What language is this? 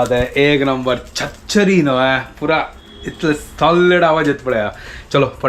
Konkani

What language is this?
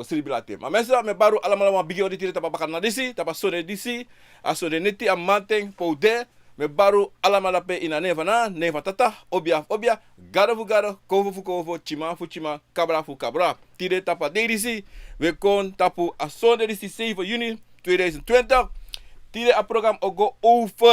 Sranan Tongo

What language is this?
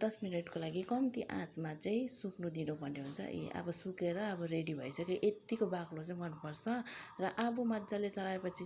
Nepali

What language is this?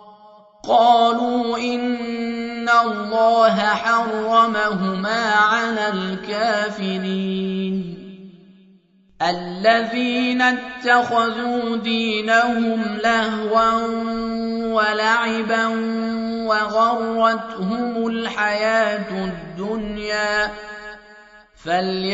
Arabic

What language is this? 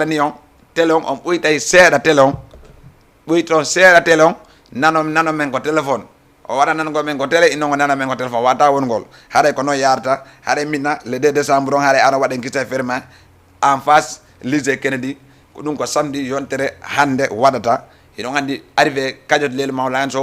Fula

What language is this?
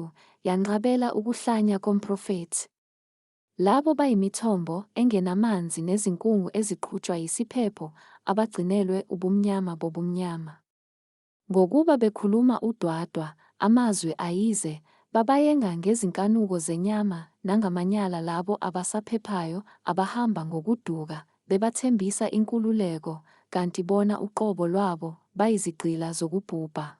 Zulu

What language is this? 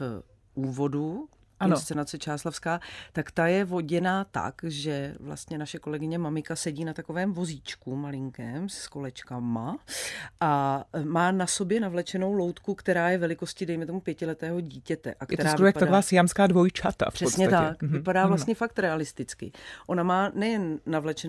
Czech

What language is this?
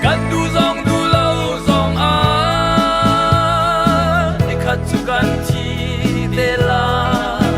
Hakha Chin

